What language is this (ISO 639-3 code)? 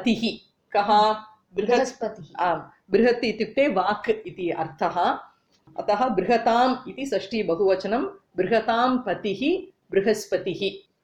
san